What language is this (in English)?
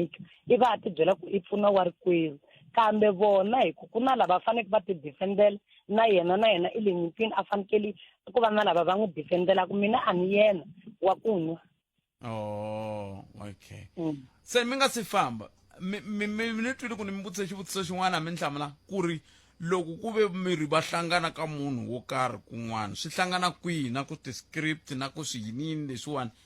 Tsonga